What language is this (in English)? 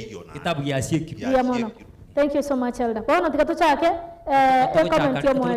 Gusii